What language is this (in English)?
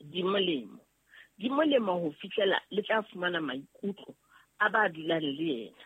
Southern Sotho